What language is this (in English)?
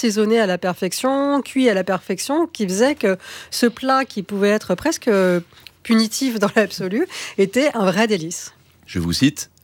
French